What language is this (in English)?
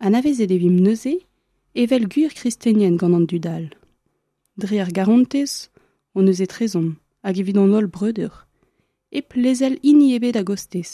Breton